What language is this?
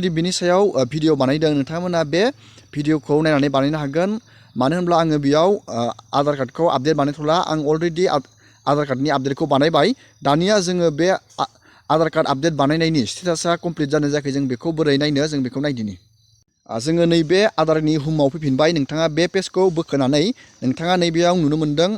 Bodo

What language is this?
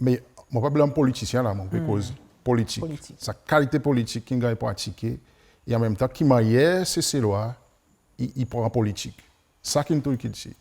Seselwa Creole French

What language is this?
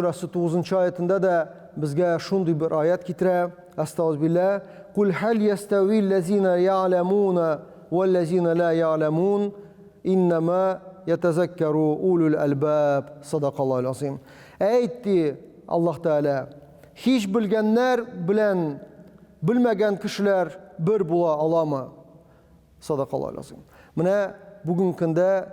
Tatar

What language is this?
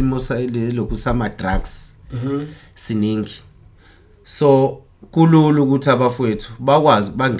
Zulu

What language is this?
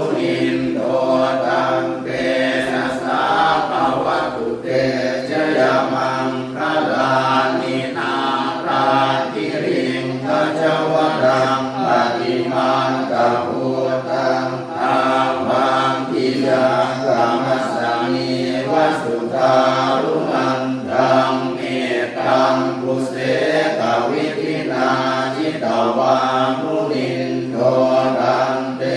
Pali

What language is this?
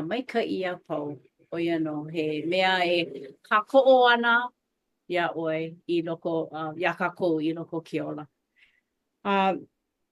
Hawaiian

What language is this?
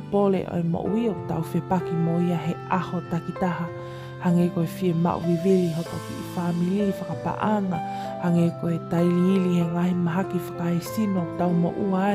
Tongan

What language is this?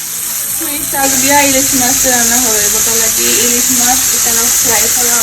Sylheti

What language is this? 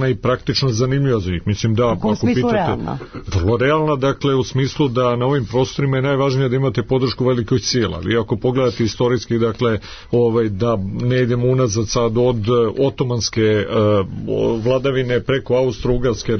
Serbian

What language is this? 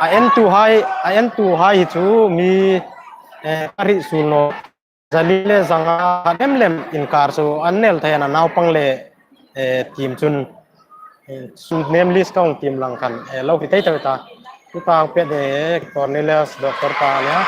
Hmar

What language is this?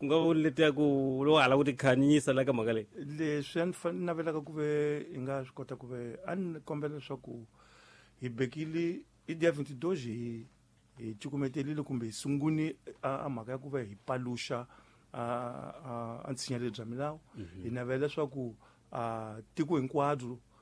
Tsonga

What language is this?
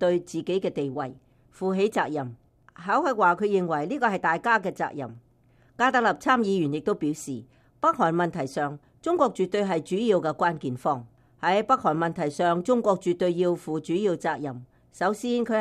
Cantonese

